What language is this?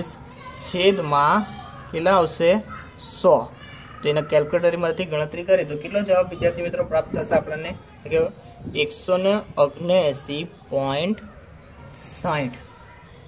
Gujarati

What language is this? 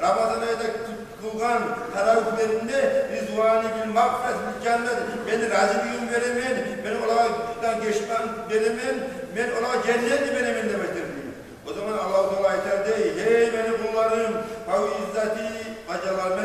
Kumyk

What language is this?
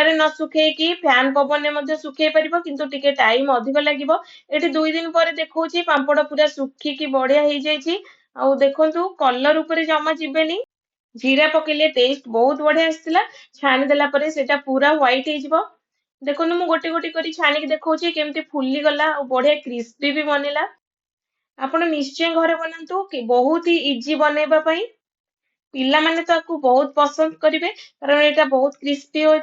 Odia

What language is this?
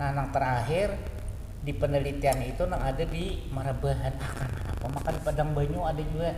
Banjar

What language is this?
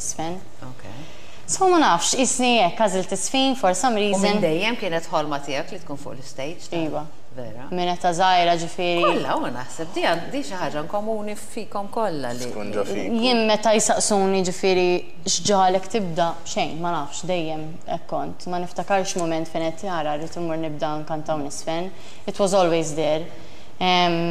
Maltese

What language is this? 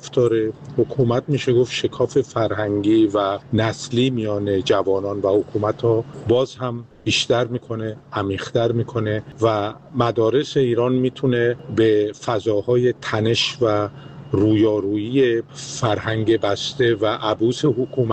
Persian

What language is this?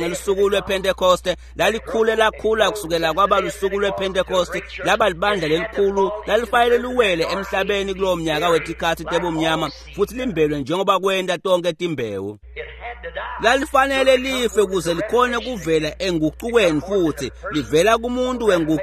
Swati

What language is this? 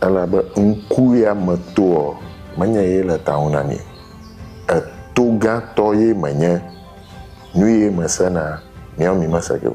Ewe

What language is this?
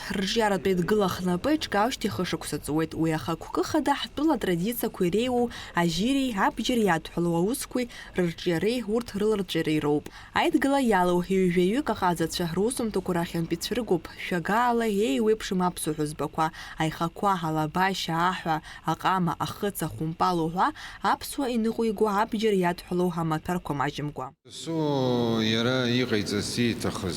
Abkhazian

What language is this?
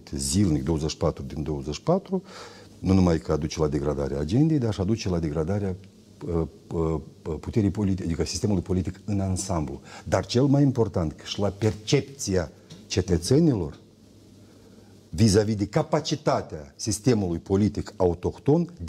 Romanian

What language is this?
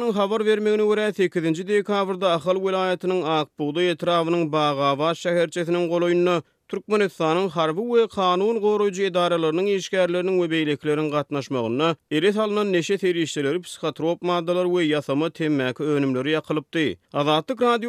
Turkmen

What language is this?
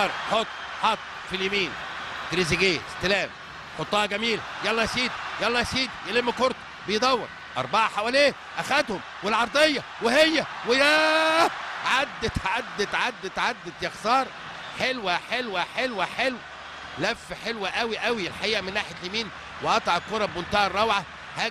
Egyptian Arabic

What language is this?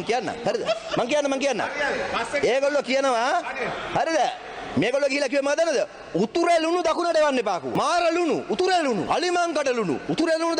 Sinhala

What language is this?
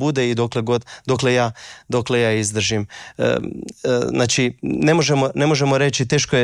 Croatian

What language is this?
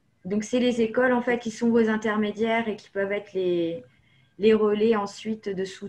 French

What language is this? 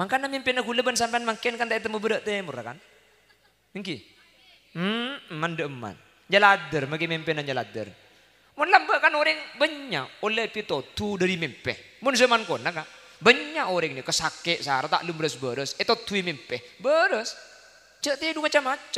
Madurese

